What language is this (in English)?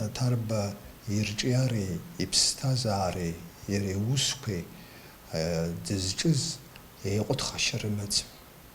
Abkhazian